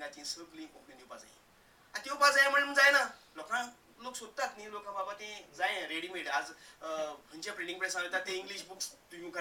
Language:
Konkani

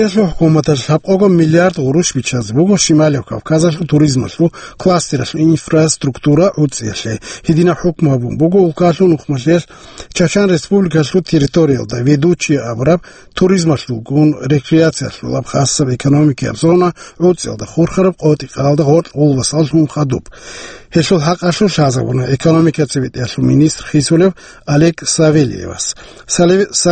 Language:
Avaric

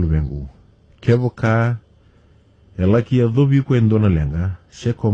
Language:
Fijian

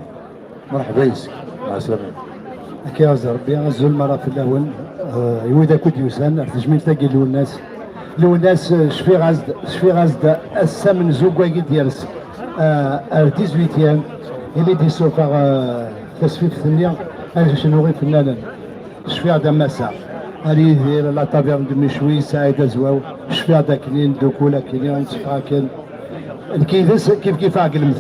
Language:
Kabyle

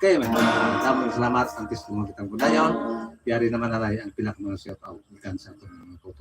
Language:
Hiligaynon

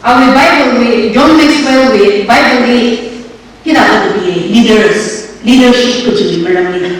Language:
Tangkhul Naga (India)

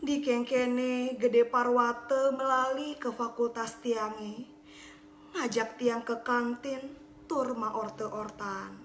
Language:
Balinese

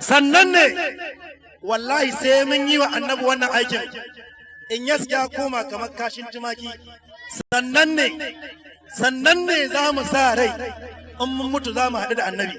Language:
Hausa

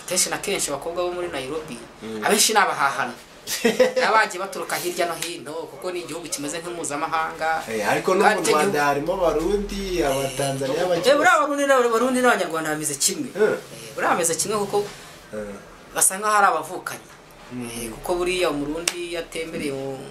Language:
Kinyarwanda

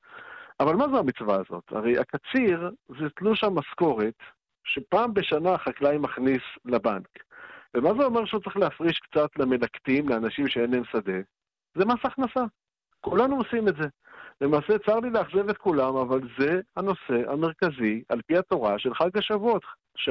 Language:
Hebrew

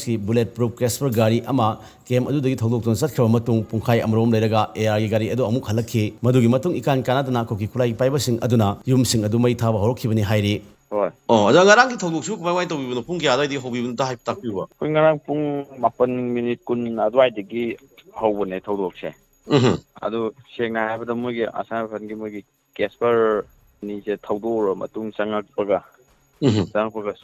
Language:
Manipuri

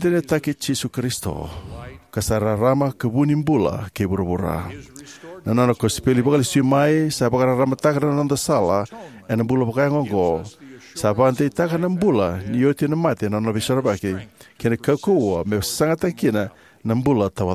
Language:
Fijian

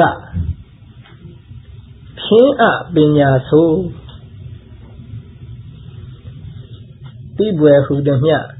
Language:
Burmese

